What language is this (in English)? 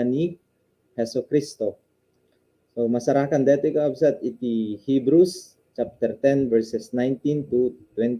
Iloko